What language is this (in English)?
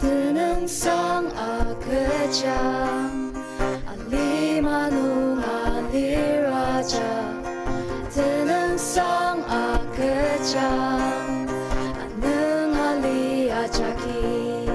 Ao Naga